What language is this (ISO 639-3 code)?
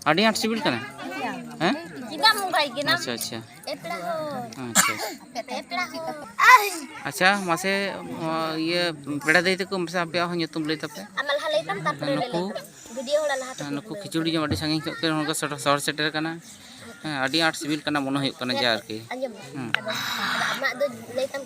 sat